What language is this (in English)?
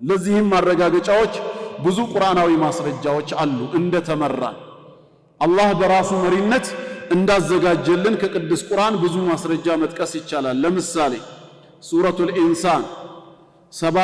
Amharic